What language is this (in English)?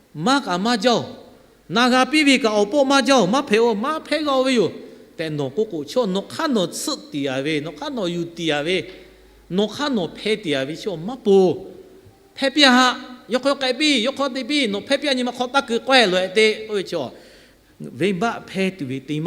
Lahu